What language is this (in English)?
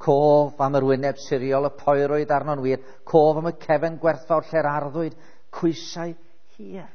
Welsh